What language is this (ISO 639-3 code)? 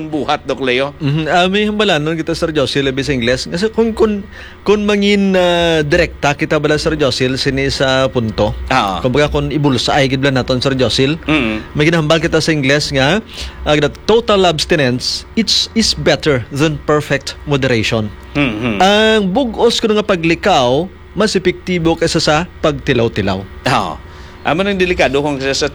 hil